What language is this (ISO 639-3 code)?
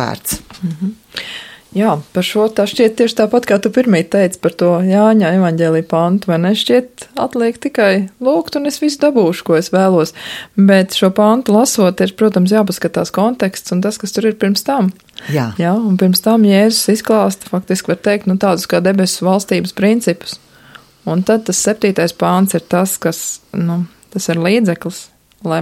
lav